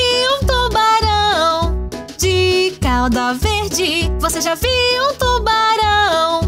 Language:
Portuguese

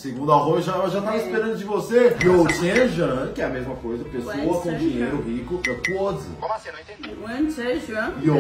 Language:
Portuguese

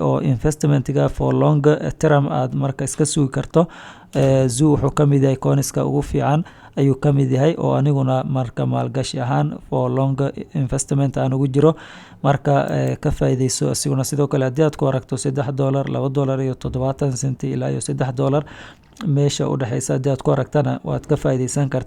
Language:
Somali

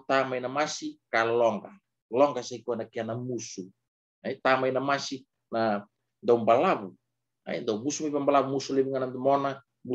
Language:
Fijian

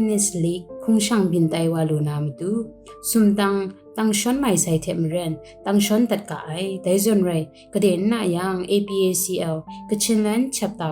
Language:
Kachin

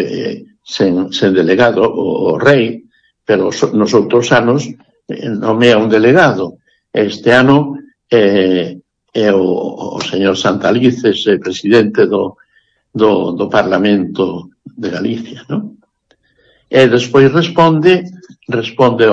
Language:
Galician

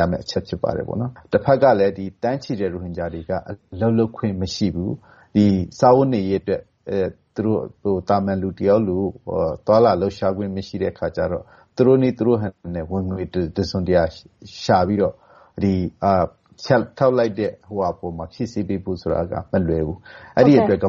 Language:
Burmese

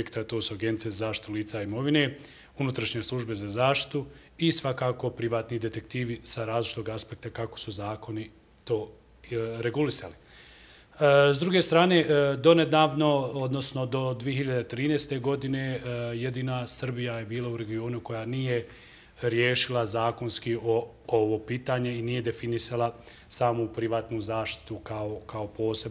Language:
Bosnian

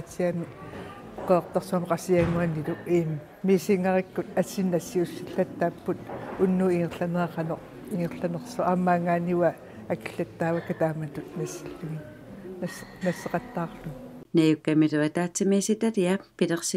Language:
Kalaallisut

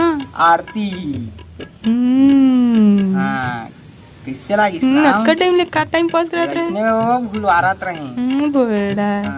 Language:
Chhattisgarhi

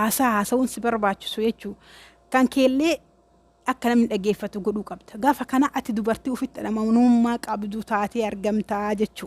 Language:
Oromo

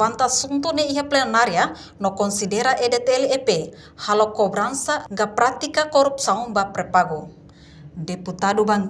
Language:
Tetum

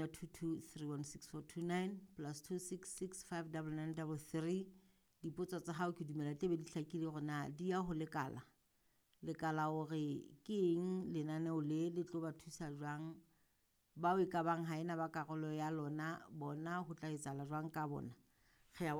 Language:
Southern Sotho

